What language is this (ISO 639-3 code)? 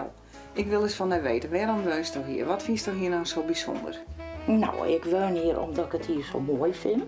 fry